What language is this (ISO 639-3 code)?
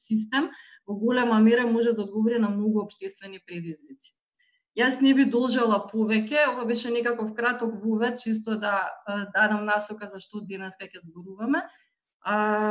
mkd